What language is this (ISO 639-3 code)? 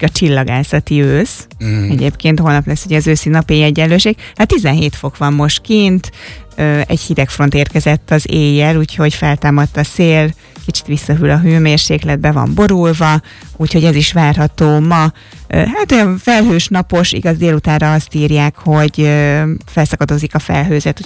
hun